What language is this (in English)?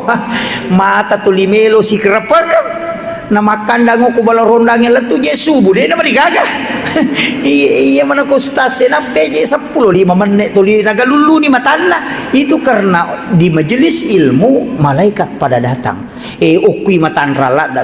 Buginese